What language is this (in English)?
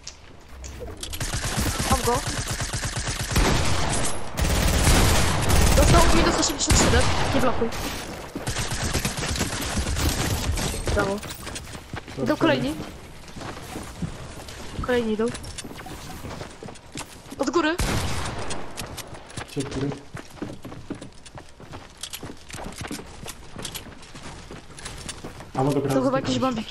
Polish